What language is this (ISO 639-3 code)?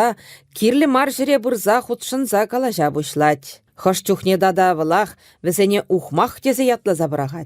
chv